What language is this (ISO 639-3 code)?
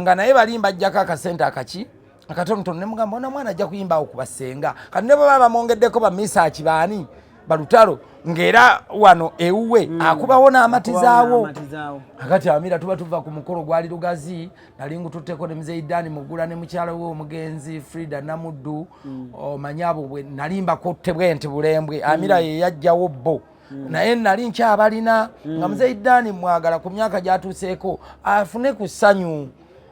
lug